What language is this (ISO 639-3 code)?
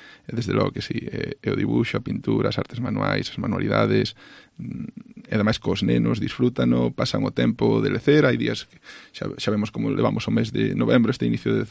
glg